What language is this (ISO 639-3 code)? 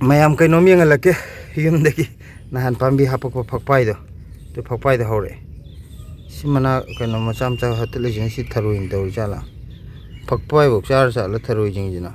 mni